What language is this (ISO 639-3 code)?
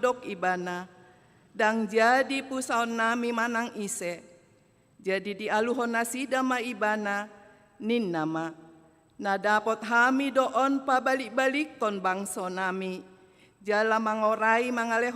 bbc